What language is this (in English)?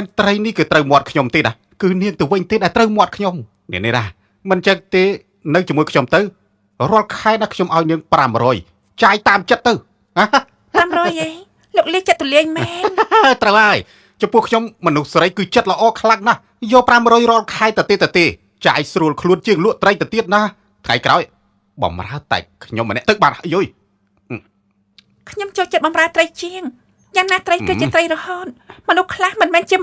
Khmer